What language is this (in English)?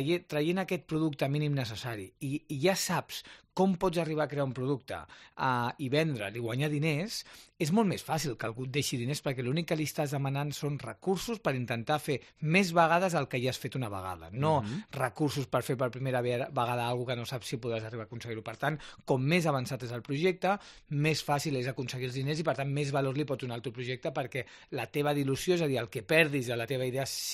Catalan